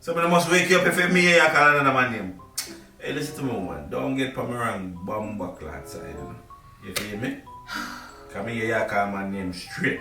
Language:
Jamaican Creole English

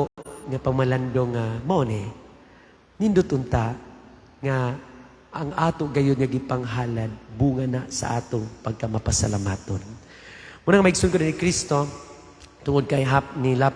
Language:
Cebuano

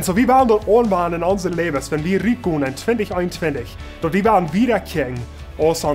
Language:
Plautdietsch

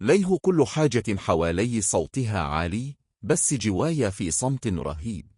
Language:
Egyptian Arabic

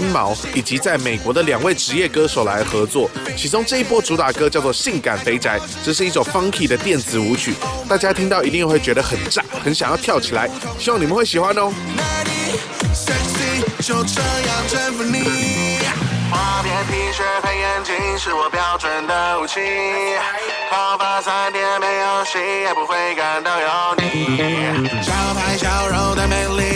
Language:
Chinese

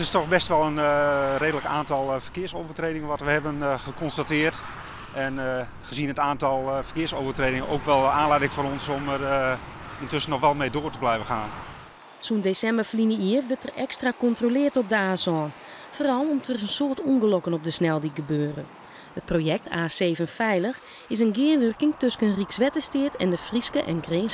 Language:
Western Frisian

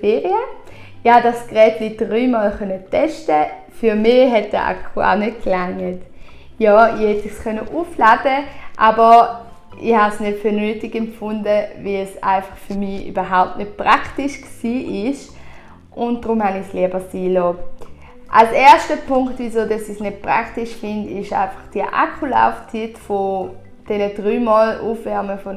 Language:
Swiss German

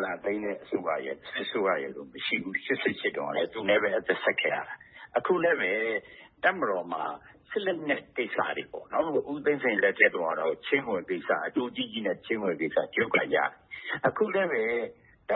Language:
Burmese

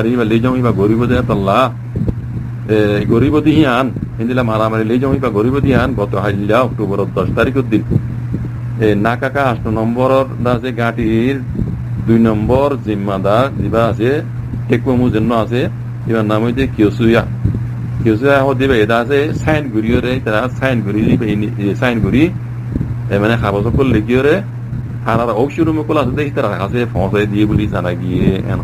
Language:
Rohingya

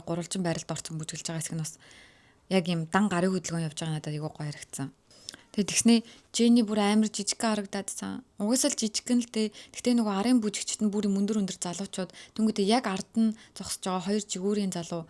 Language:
Mongolian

